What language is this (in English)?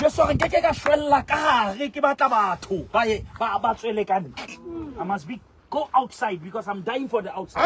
Southern Sotho